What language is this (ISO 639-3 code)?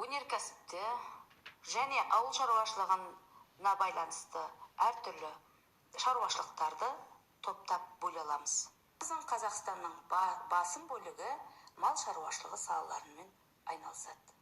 kaz